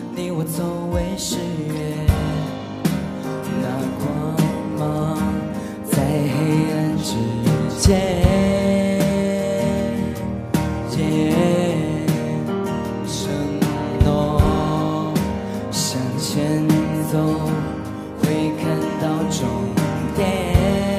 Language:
Chinese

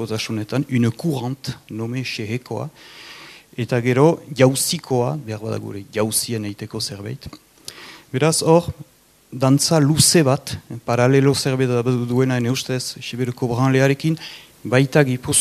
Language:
Basque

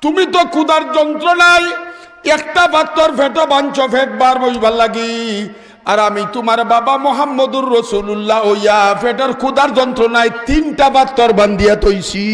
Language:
Sylheti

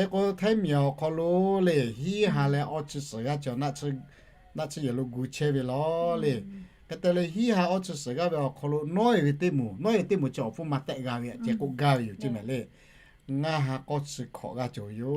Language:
Lahu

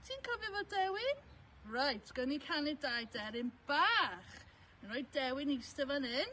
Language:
Welsh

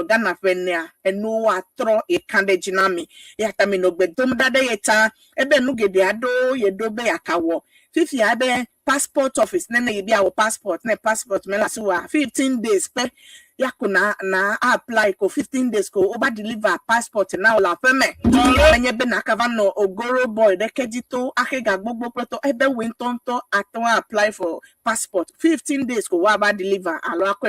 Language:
Ewe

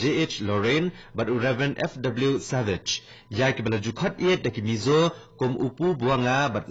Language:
Khasi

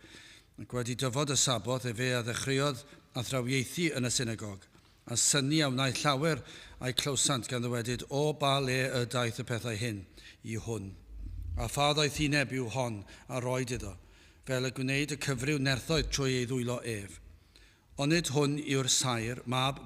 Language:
Welsh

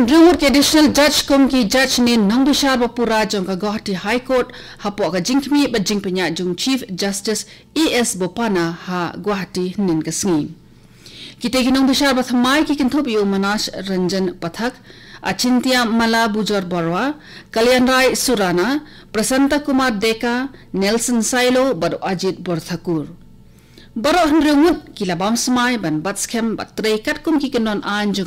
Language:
Khasi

